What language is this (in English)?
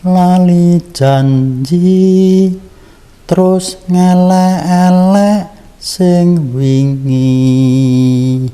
Javanese